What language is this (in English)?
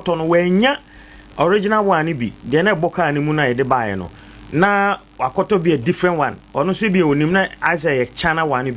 Akan